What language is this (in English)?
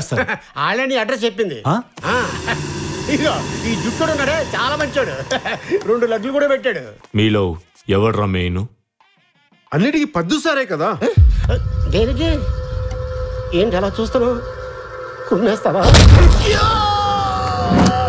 Telugu